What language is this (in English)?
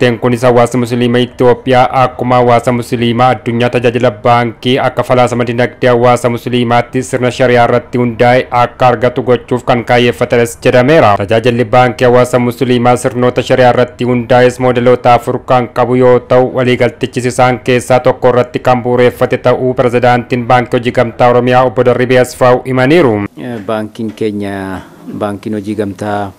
Oromo